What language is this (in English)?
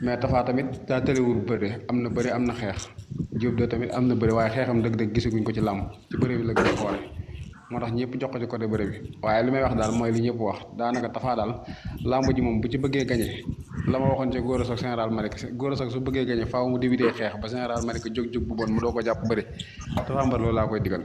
Wolof